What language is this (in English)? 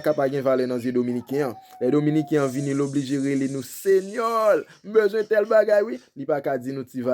Haitian Creole